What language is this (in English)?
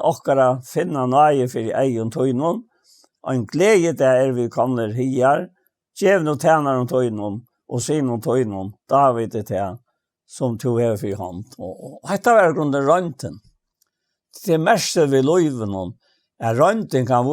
Faroese